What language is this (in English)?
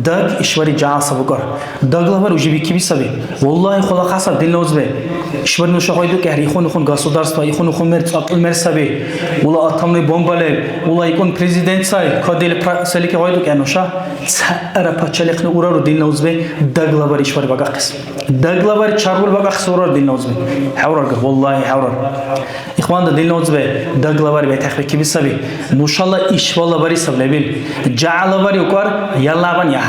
Dargwa